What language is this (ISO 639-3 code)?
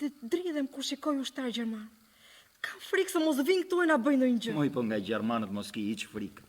sqi